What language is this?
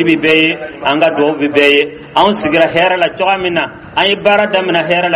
Dyula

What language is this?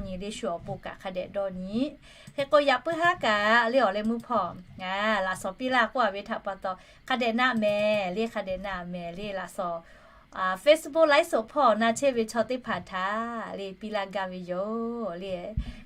Lahu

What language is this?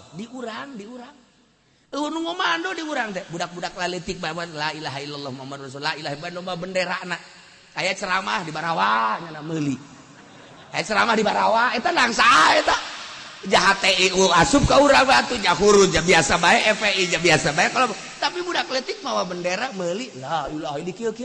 Sundanese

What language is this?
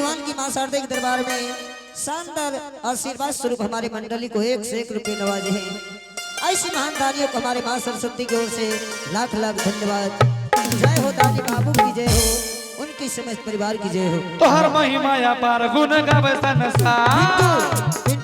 Angika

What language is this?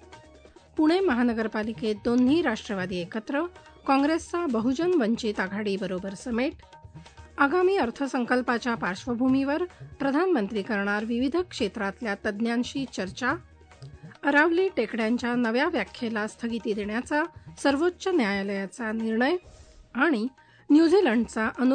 Marathi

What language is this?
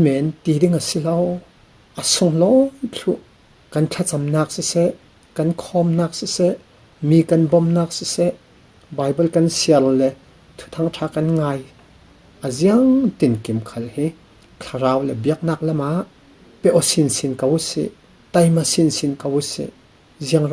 Falam Chin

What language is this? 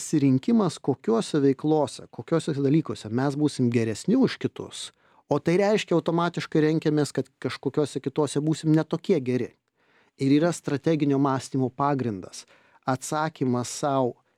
Lithuanian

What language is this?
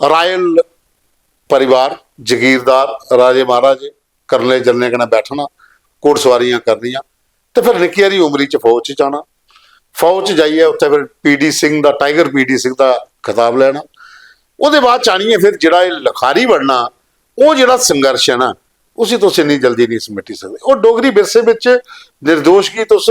Dogri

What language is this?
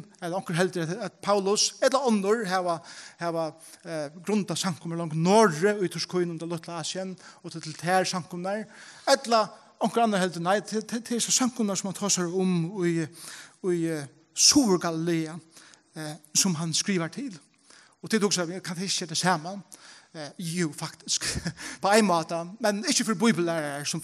Faroese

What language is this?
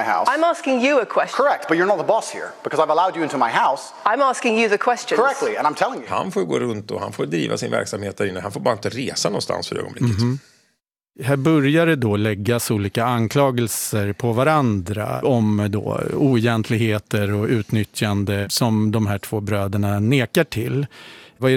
Swedish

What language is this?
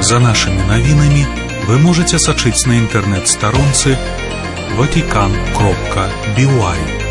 Belarusian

